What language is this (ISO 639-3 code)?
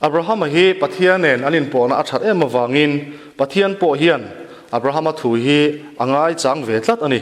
lus